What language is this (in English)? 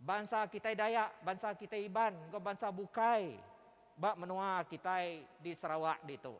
Iban